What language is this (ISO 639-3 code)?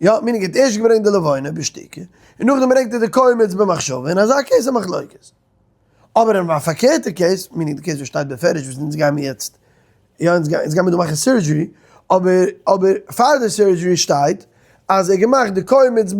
yid